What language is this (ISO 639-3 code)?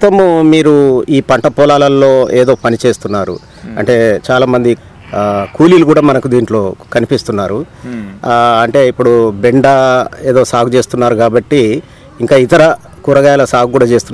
tel